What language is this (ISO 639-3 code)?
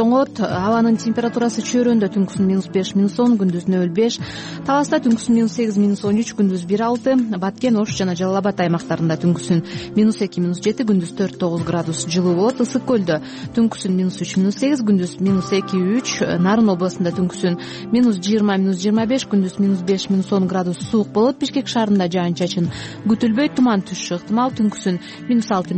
kir